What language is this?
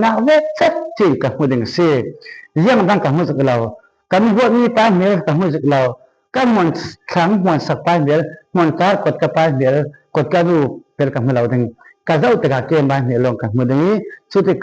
Falam Chin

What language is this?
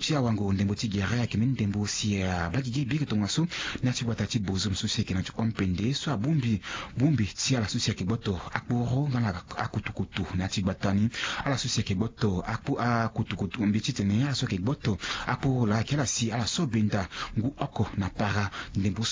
Sango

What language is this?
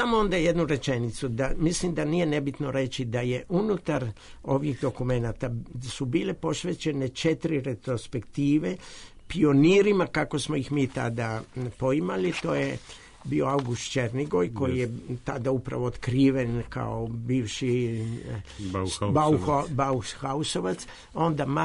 Serbian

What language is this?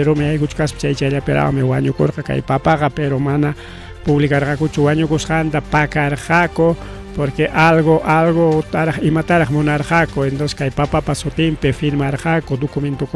Ayacucho Quechua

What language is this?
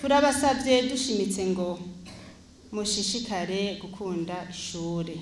Rundi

